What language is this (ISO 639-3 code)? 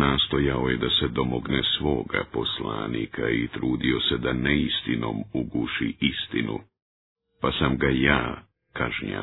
bos